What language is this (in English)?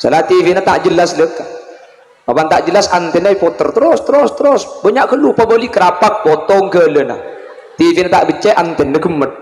Madurese